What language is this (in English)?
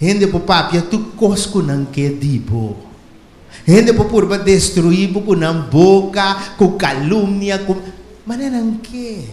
Papiamento